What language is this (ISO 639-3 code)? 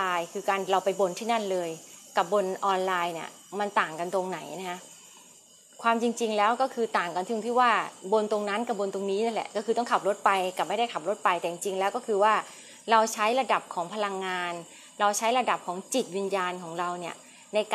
tha